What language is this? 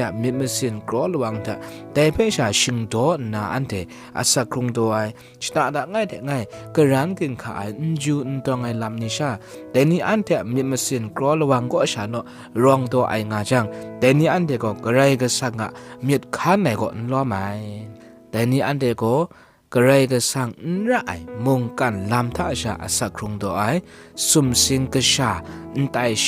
Kachin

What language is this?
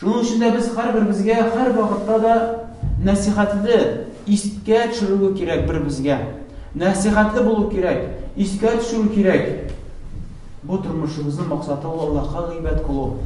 Tatar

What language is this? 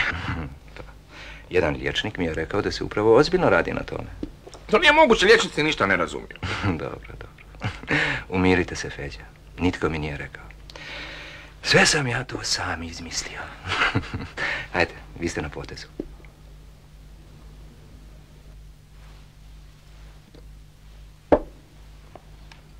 Croatian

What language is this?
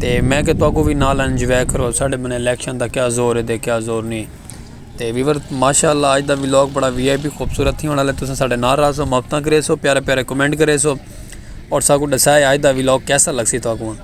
Saraiki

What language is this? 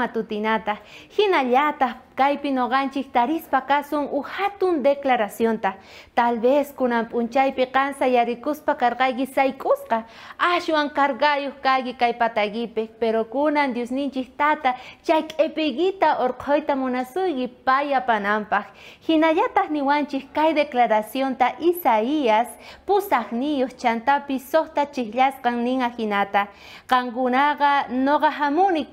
South Bolivian Quechua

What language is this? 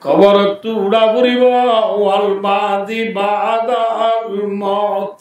Rohingya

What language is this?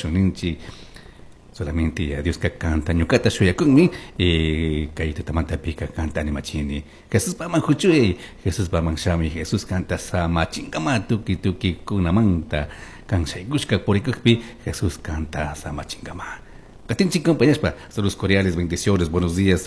Chimborazo Highland Quichua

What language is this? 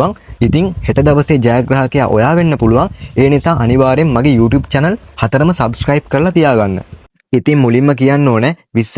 Sinhala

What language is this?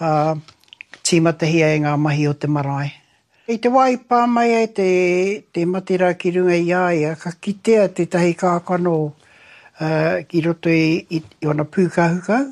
Māori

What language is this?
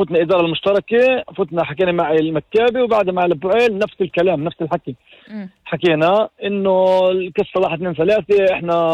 North Levantine Arabic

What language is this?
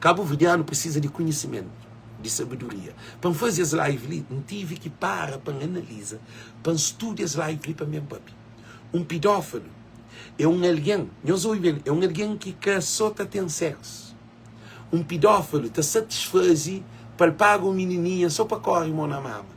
Kabuverdianu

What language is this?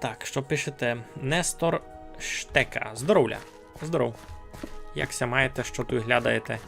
Rusyn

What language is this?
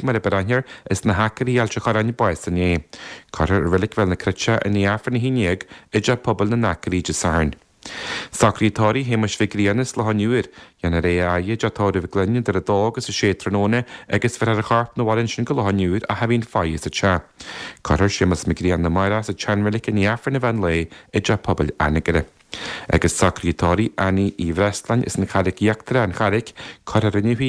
Irish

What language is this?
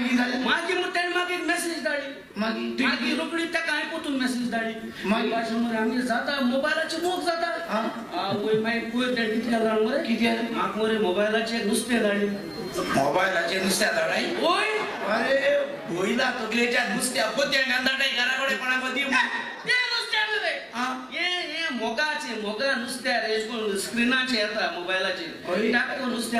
Konkani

